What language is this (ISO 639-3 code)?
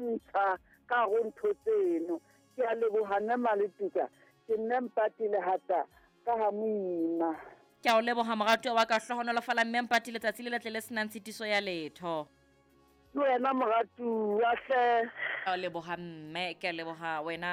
sot